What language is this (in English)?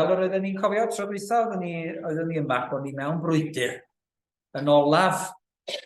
Welsh